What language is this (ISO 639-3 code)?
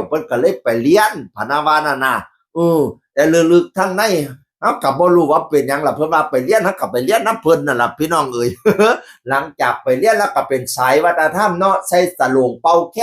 tts